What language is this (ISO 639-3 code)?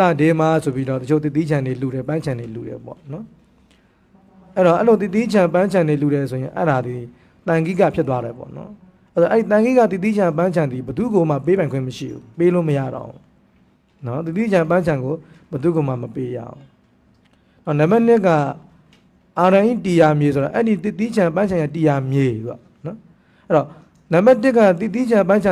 mya